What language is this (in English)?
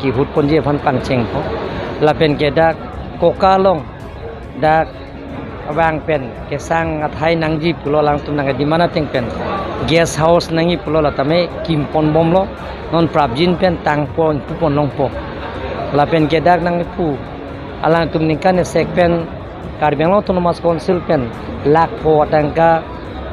Karbi